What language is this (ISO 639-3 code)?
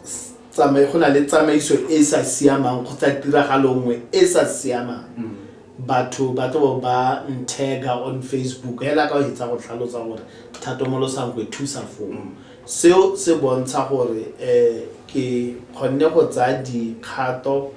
tsn